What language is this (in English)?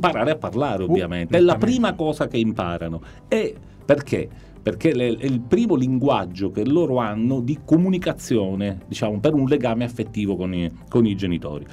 Italian